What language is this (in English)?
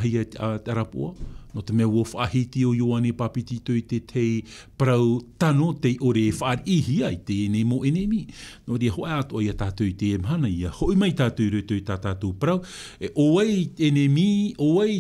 Tahitian